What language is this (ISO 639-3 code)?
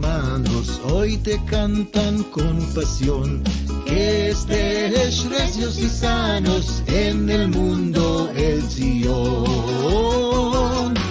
lad